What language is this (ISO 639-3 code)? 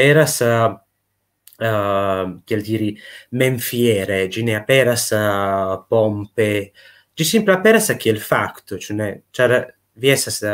epo